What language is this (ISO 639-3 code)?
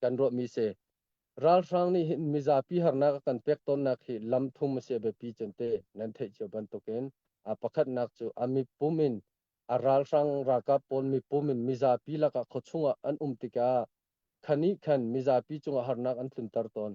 cnh